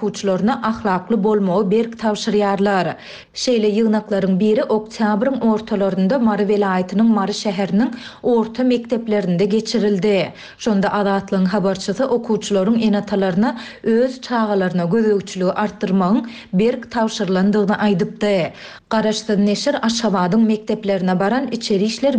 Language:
Turkmen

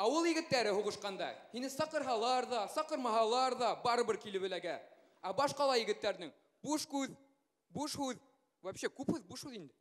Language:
Bashkir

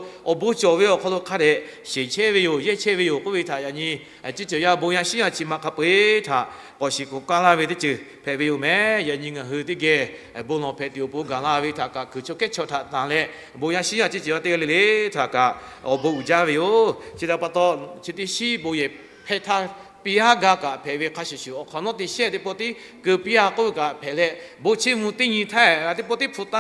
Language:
Lahu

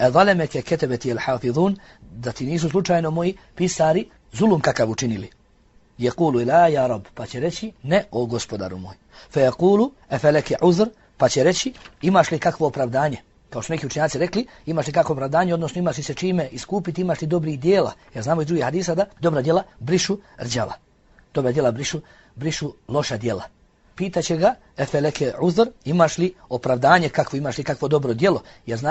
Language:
Bosnian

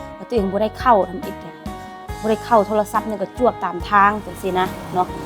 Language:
Lao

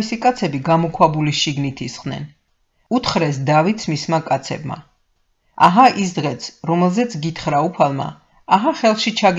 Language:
Georgian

